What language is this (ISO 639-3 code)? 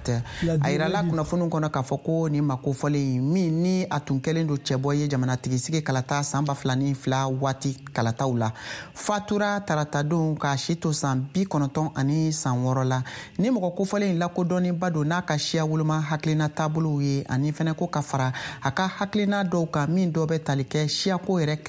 bam